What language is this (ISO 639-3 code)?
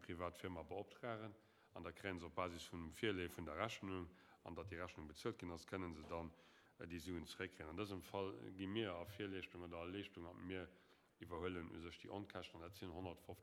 ltz